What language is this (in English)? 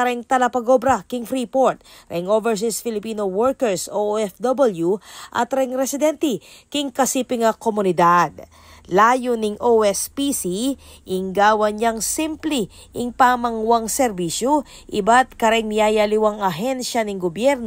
Pampanga